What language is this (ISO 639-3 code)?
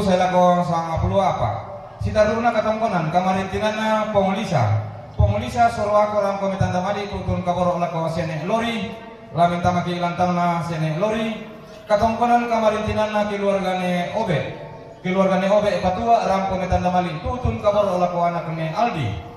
sda